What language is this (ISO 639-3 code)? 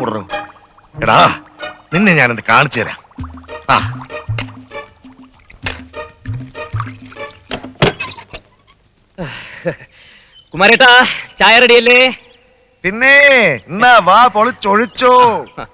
mal